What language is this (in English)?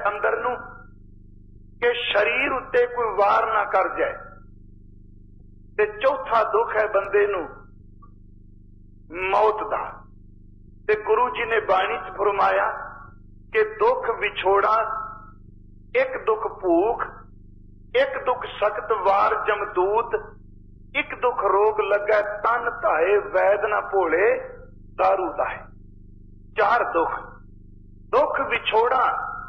Punjabi